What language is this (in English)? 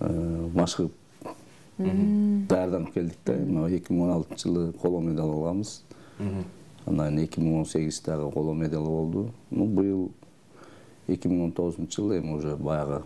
Kyrgyz